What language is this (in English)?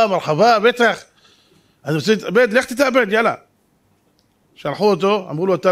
Hebrew